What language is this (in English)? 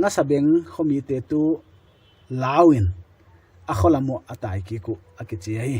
Paite Chin